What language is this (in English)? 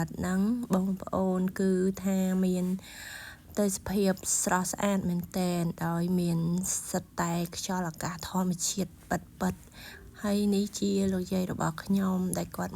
Khmer